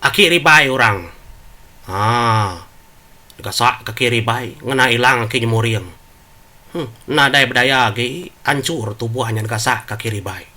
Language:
Iban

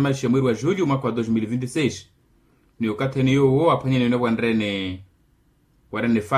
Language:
Makhuwa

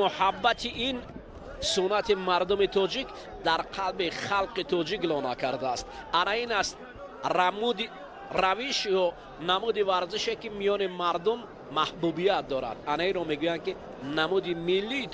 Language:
Tajik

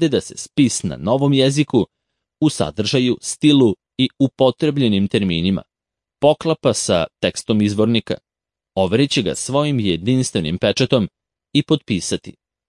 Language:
Serbian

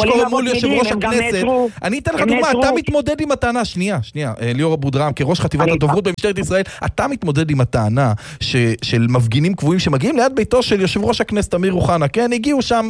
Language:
Hebrew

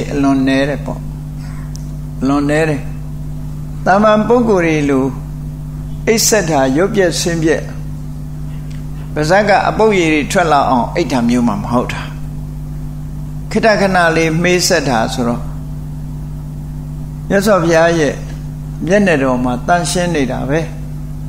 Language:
Burmese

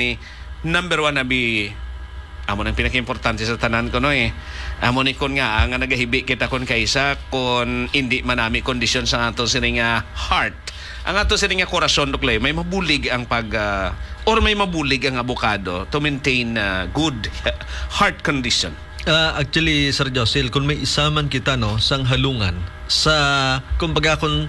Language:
Hiligaynon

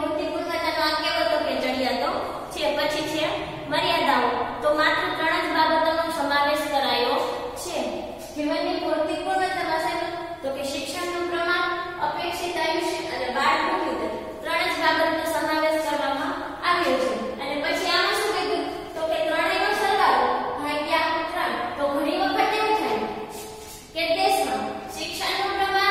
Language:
Gujarati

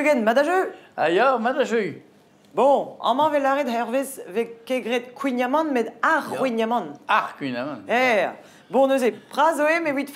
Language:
Breton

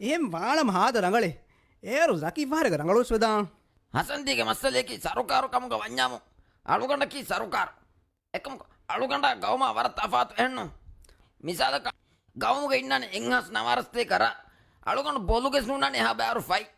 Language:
Divehi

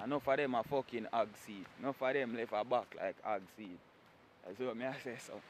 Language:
Jamaican Creole English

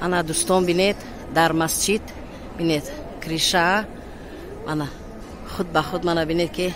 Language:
Tajik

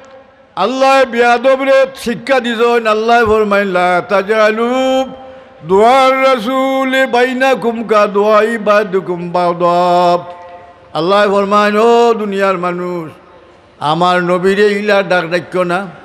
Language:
Sylheti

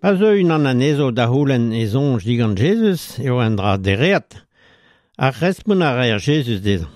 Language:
Breton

